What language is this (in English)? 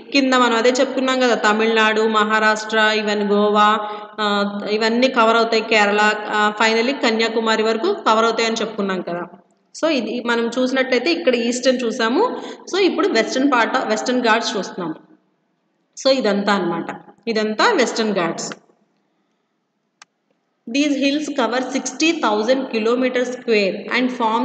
Telugu